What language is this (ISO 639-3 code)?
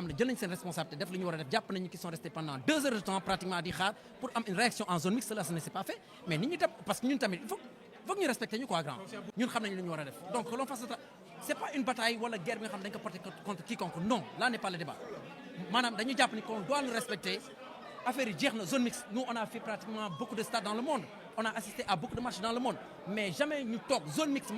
wol